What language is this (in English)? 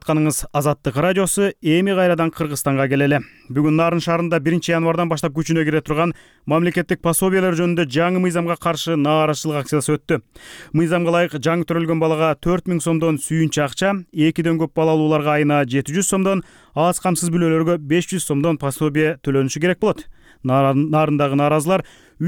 Kyrgyz